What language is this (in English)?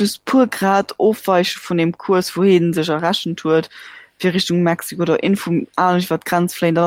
Luxembourgish